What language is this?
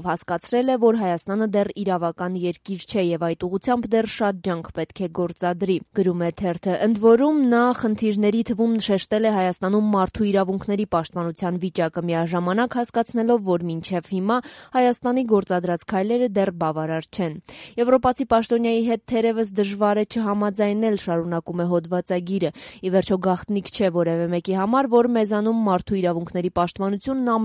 Armenian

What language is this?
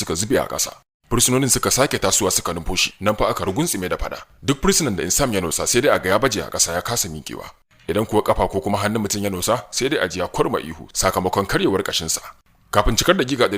Hausa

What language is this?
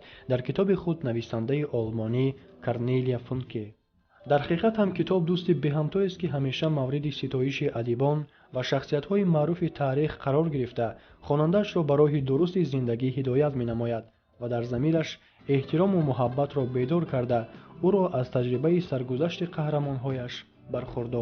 Tajik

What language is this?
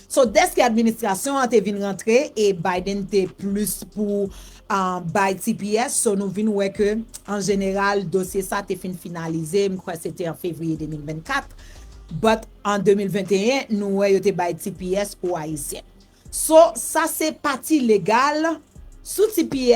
Haitian Creole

